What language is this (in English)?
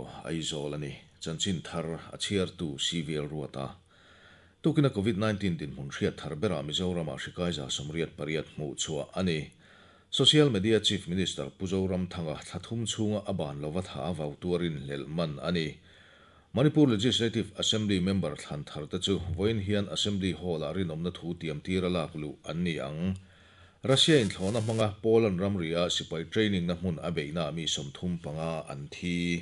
Mizo